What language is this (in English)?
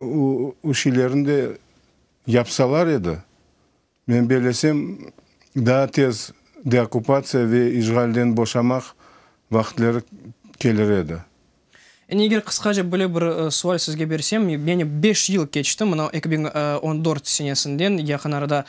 Crimean Tatar